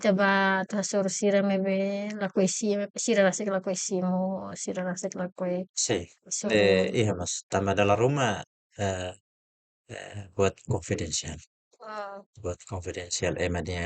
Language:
Tetum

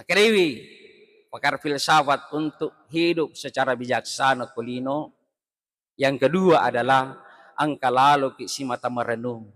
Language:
Buginese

